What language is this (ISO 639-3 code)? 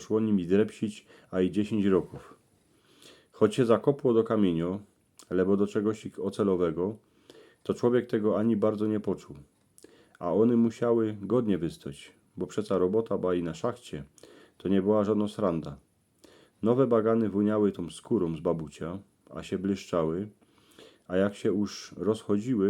szl